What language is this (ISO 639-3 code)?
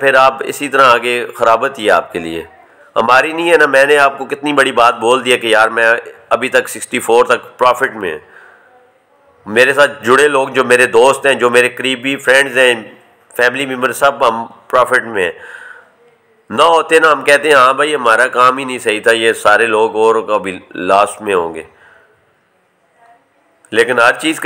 hin